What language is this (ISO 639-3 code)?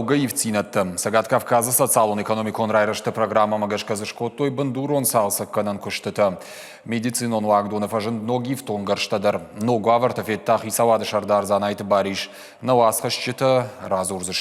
oss